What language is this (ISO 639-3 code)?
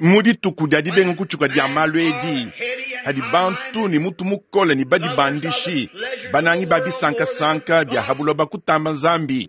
lua